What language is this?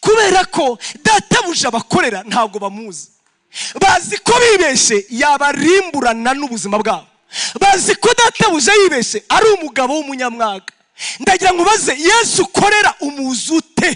Kinyarwanda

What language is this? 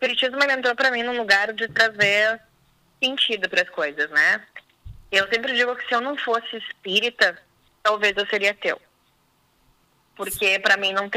Portuguese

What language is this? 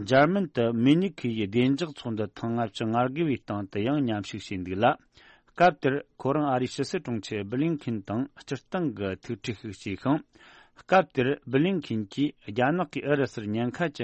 Tibetan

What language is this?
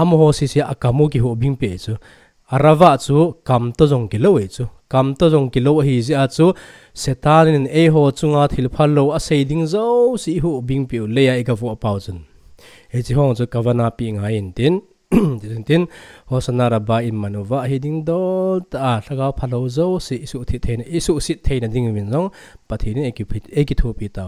Thado Chin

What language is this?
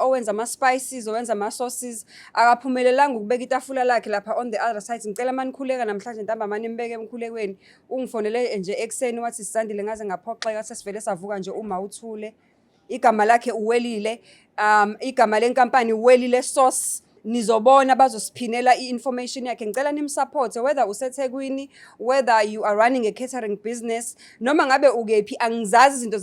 Zulu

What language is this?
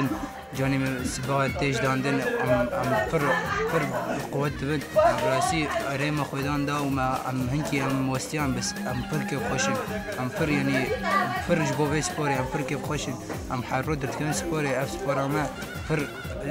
Kurdish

